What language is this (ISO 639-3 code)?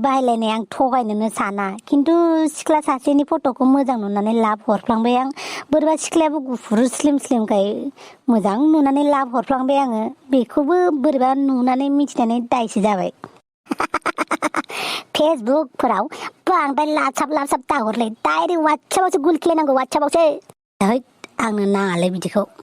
brx